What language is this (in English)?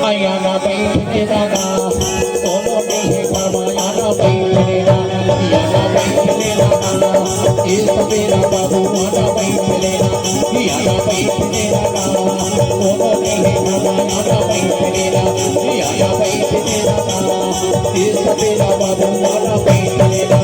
Chhattisgarhi